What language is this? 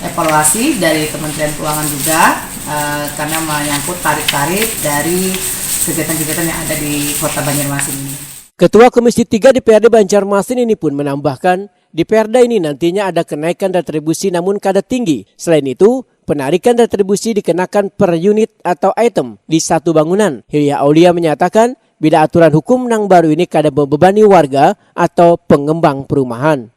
Banjar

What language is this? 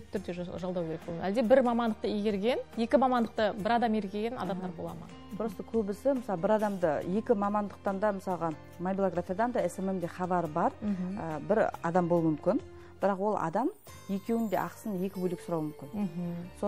Kazakh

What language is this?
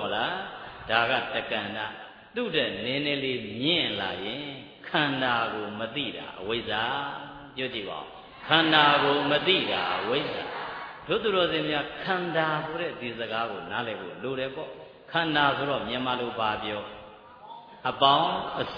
Burmese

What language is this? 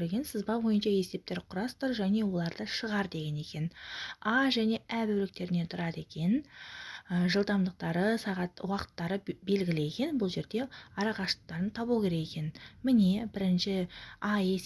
Kazakh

